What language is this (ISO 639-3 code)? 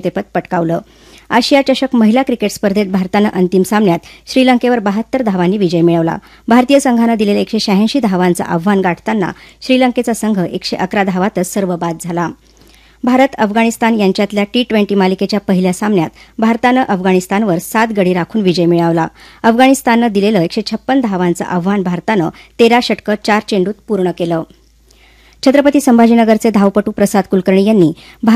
mar